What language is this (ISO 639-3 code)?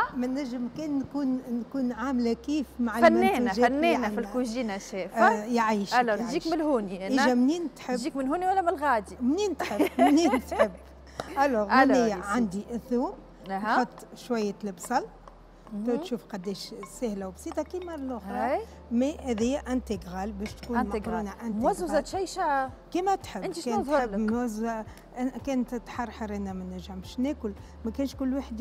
aeb